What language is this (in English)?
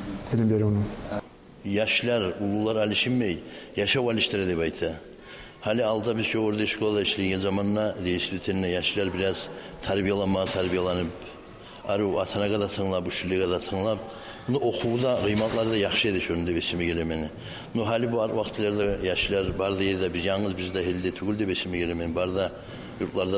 Kumyk